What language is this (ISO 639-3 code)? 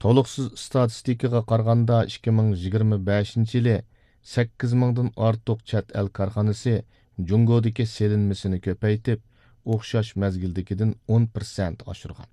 uig